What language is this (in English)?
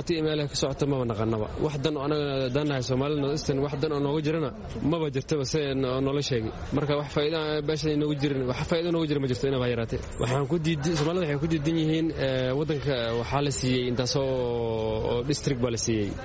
Somali